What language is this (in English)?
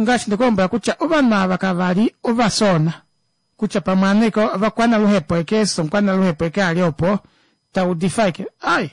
Kuanyama